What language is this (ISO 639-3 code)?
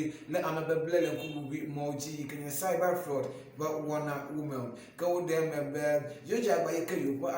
ewe